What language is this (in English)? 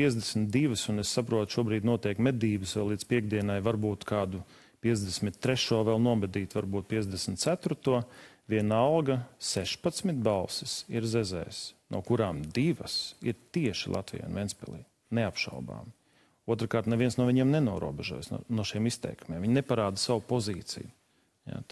Latvian